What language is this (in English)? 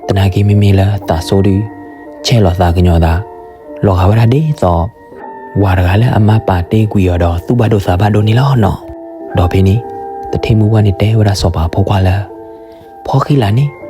S'gaw Karen